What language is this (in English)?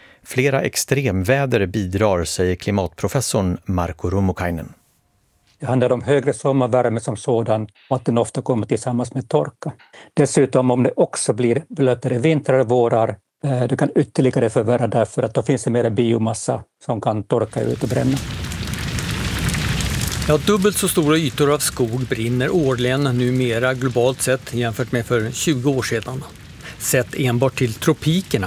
Swedish